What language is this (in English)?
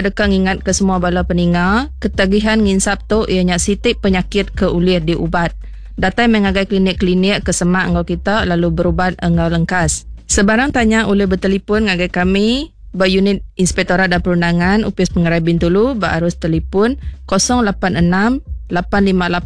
Iban